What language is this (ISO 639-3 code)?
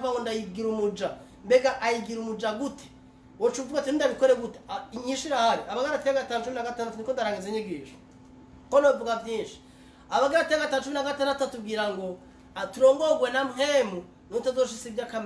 run